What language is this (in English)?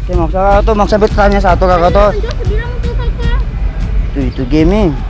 Ambonese Malay